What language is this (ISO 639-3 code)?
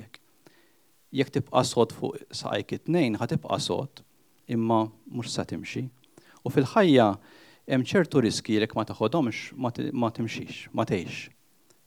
mlt